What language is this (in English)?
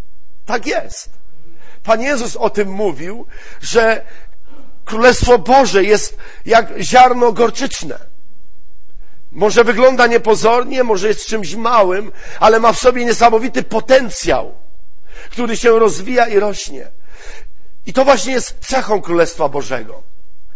Polish